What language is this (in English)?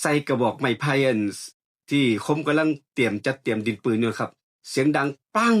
Northeastern Thai